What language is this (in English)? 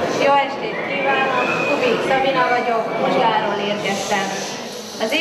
Hungarian